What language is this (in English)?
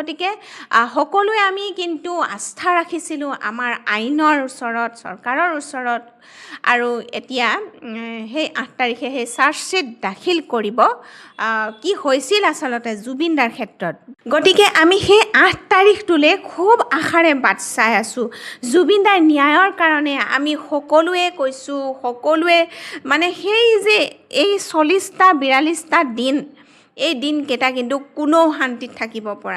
Assamese